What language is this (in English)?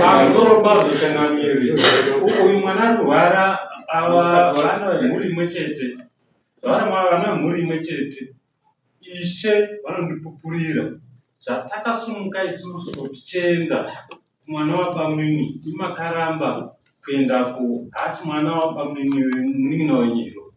Shona